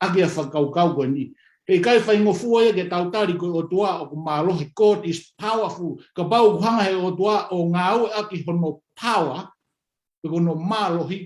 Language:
Tongan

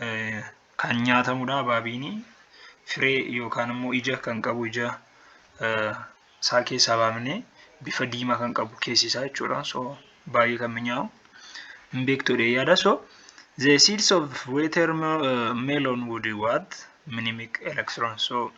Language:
Oromo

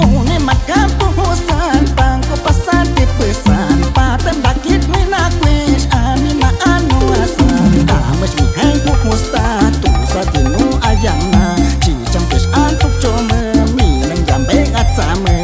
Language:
Aguaruna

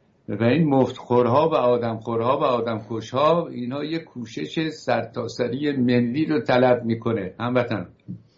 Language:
Persian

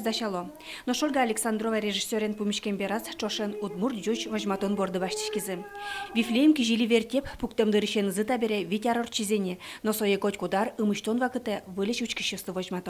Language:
Udmurt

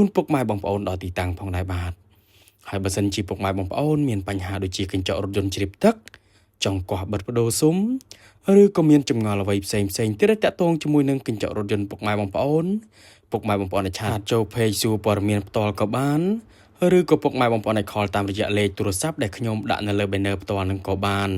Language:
Khmer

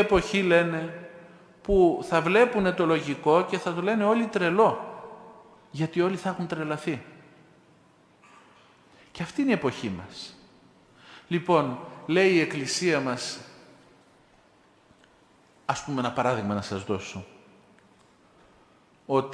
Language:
Greek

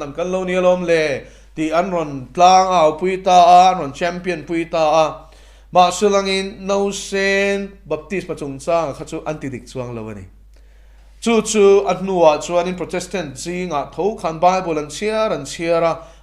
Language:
Mizo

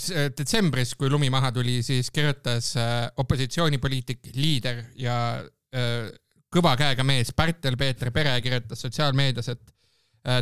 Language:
Estonian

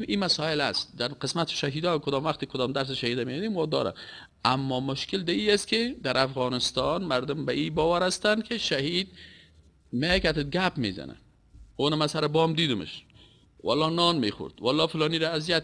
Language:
Persian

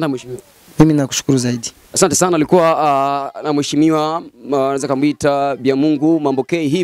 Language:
Swahili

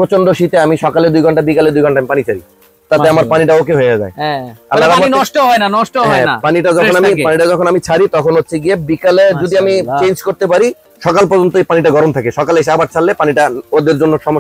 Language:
Bangla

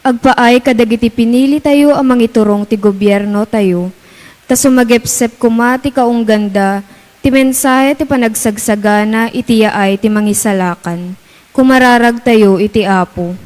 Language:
Iloko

